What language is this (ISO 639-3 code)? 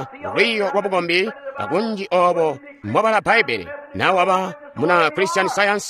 toi